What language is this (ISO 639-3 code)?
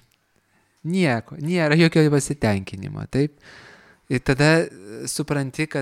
lit